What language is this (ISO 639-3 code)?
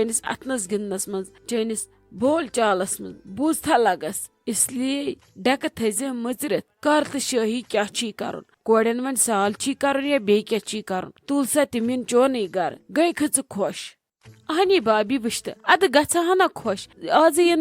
kas